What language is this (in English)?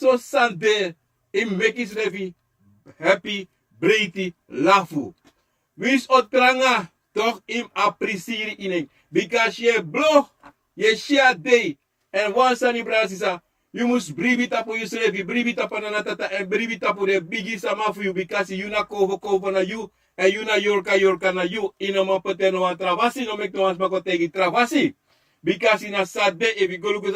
Sranan Tongo